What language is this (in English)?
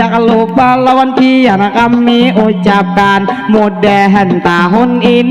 Banjar